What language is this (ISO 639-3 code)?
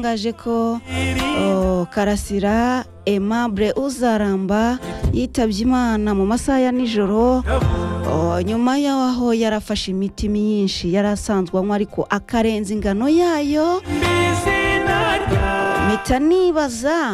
kin